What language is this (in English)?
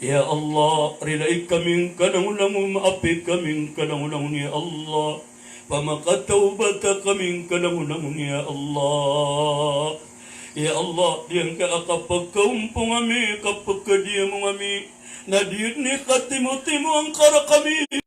Maranao